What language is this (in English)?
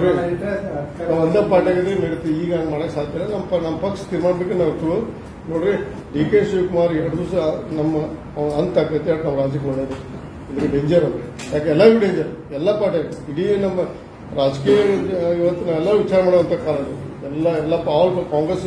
Kannada